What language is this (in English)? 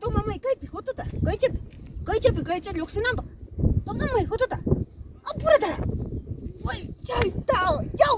Ayacucho Quechua